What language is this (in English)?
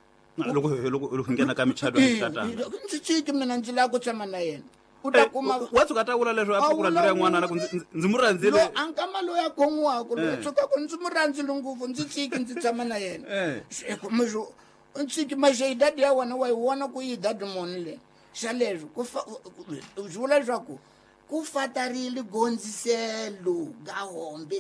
Tsonga